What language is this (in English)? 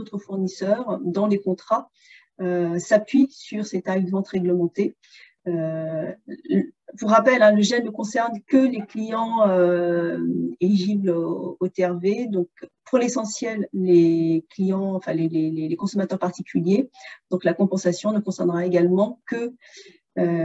French